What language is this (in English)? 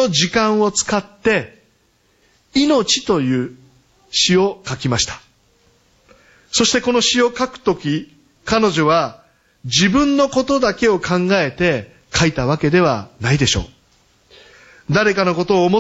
Japanese